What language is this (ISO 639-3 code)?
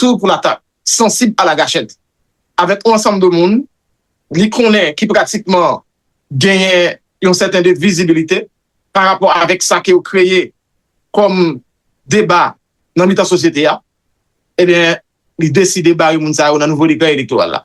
hat